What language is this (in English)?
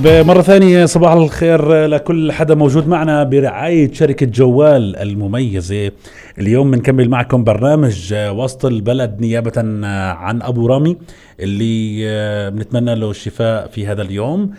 North Levantine Arabic